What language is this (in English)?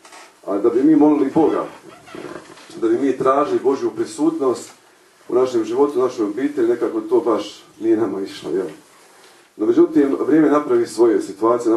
Croatian